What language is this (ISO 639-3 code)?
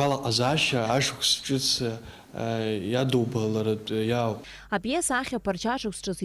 abk